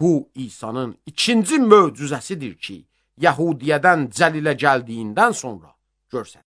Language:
Azerbaijani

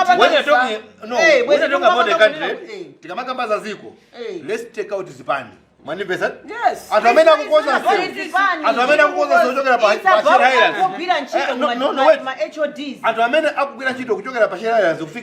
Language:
Nyanja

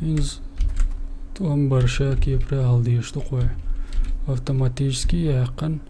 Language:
Chechen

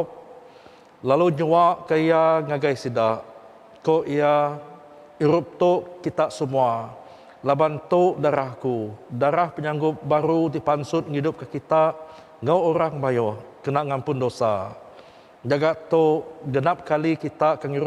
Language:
Iban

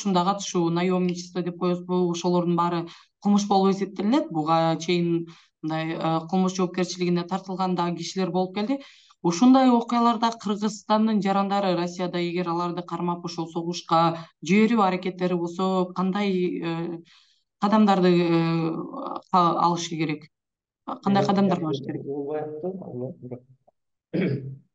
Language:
Kyrgyz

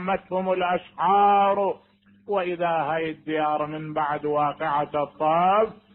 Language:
Mesopotamian Arabic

